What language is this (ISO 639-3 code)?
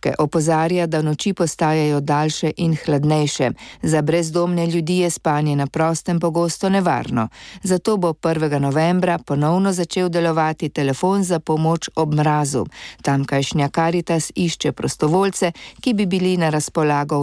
slv